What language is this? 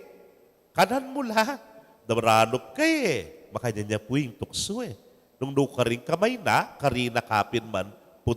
Pampanga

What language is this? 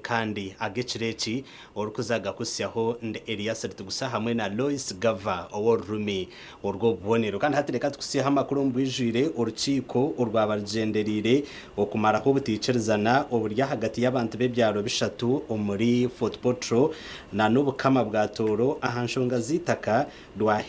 Nyankole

